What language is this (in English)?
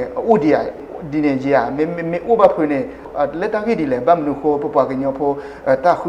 S'gaw Karen